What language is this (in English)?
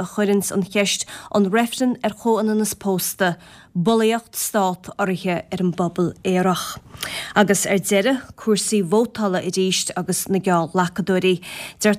Irish